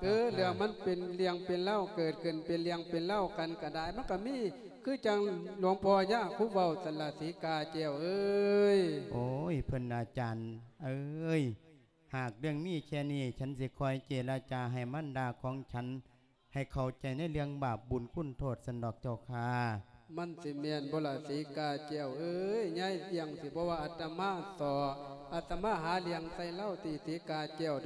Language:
Lao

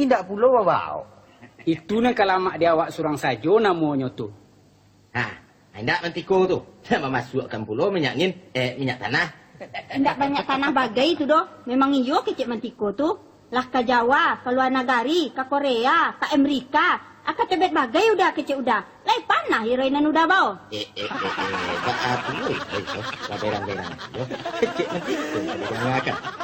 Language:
Minangkabau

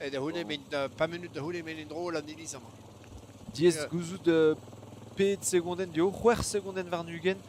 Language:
Breton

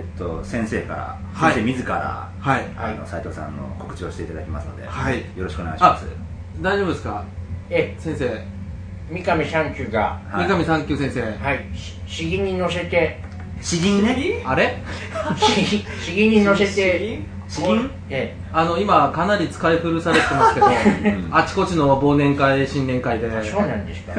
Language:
Japanese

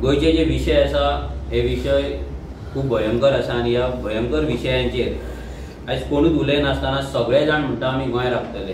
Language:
Konkani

